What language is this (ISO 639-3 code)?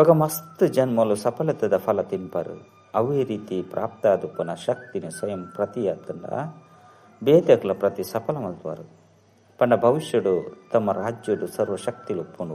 tcy